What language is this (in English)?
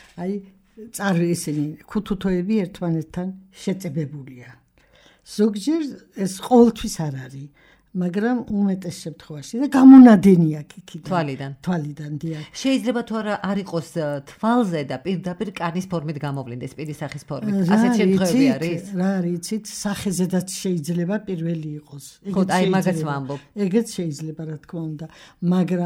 Georgian